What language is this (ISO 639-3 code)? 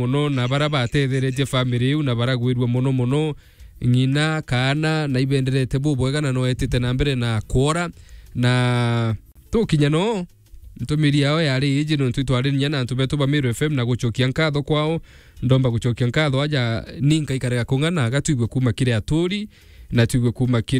mer